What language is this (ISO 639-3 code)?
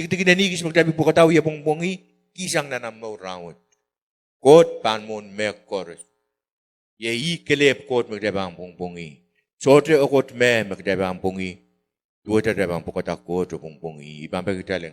pon